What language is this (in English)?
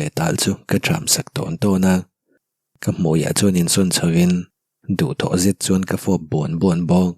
Mizo